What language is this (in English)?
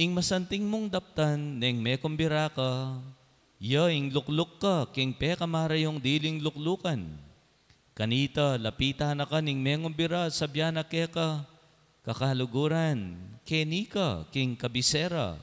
Pampanga